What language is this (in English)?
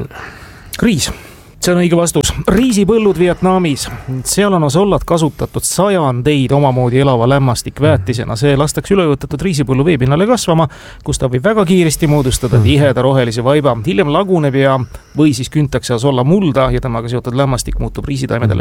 Estonian